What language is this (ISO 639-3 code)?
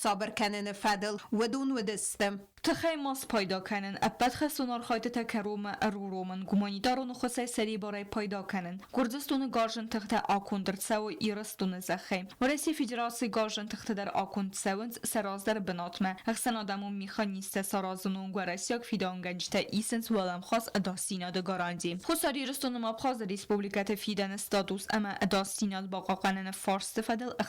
oss